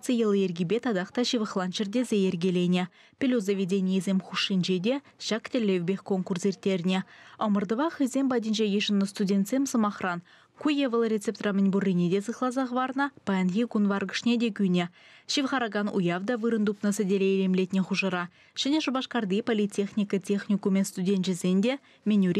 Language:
Chuvash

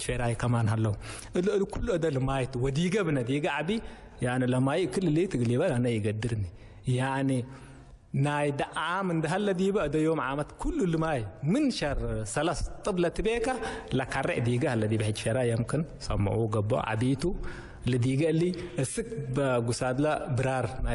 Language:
Tigre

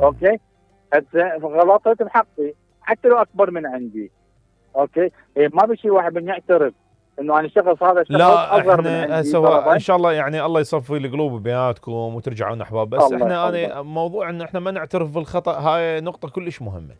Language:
Mesopotamian Arabic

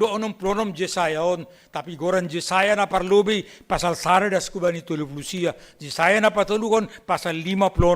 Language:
Batak Simalungun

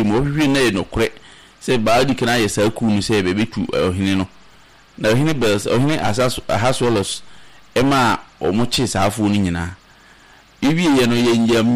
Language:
Akan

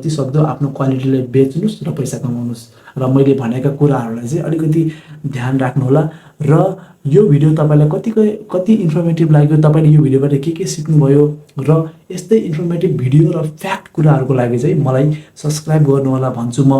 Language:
Nepali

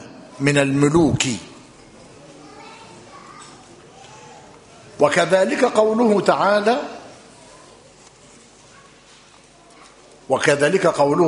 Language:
Arabic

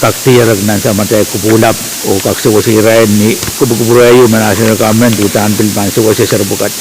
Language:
Pohnpeian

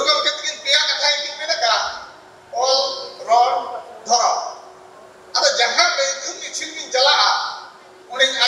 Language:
Santali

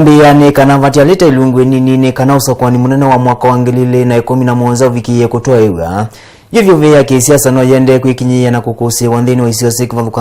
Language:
Kamba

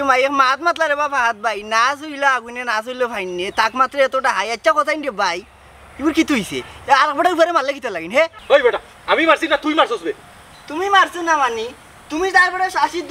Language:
Sylheti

